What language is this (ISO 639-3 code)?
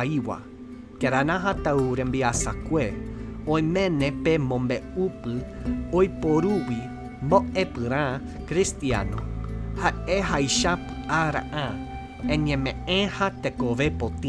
grn